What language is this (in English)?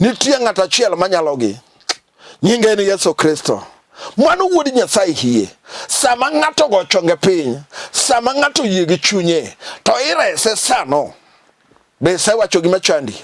Luo (Kenya and Tanzania)